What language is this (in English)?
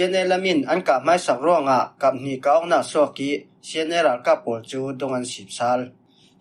Falam Chin